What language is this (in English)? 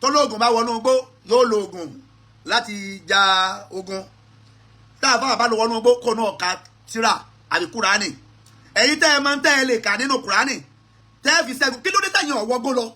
Yoruba